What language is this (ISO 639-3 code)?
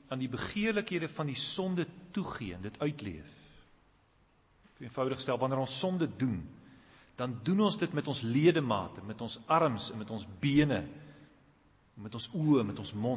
afr